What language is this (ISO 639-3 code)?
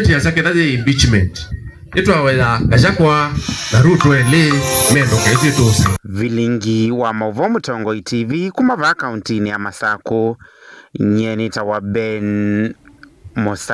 kam